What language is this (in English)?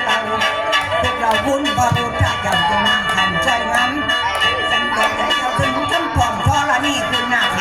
Northeastern Thai